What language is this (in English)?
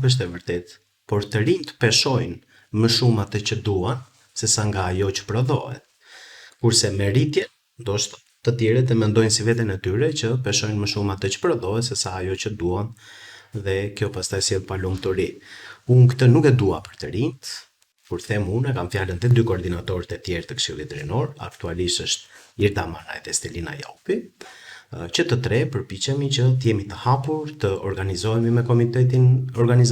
Albanian